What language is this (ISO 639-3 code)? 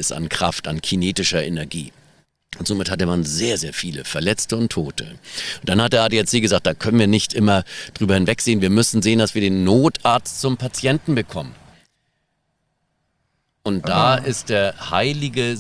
deu